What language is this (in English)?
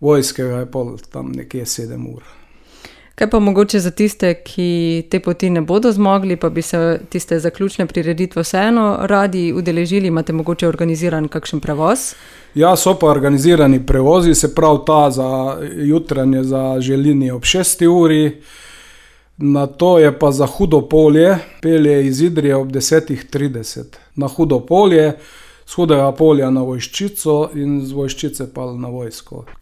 Slovenian